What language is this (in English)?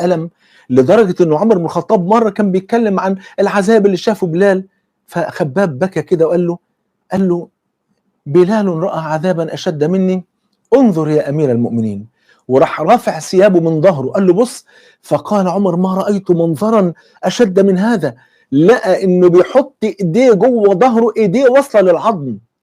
Egyptian Arabic